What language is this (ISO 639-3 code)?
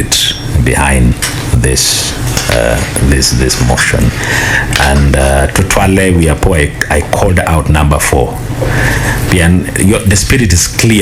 ach